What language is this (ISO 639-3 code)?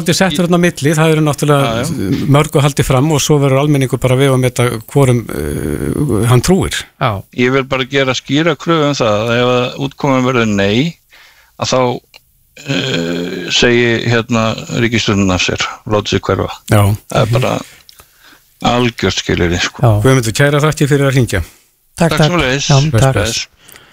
isl